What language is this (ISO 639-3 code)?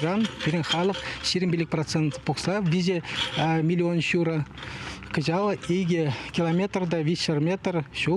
chv